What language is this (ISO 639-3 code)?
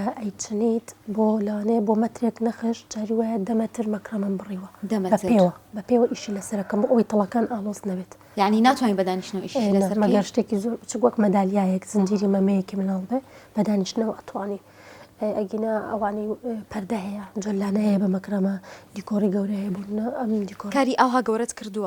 ckb